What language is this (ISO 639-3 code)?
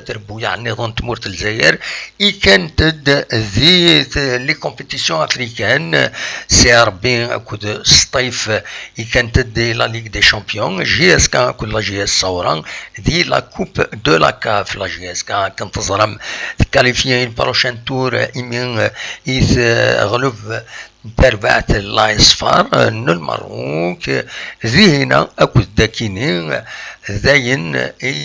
kab